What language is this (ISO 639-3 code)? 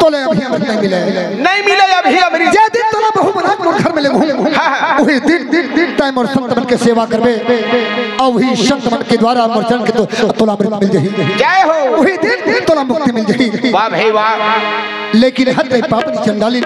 hne